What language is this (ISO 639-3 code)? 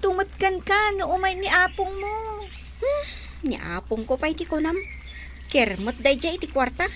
ilo